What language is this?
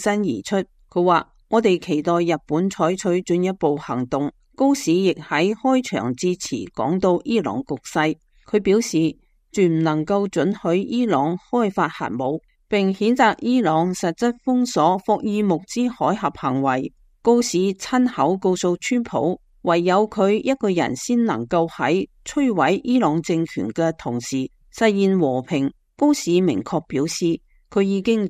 Cantonese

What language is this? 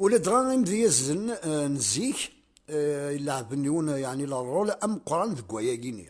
Kabyle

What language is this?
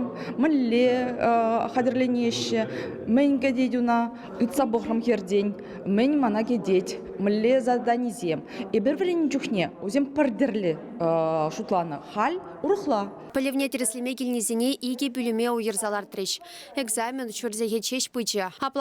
Chuvash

